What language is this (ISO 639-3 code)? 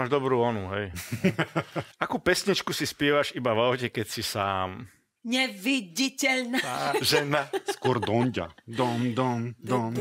slk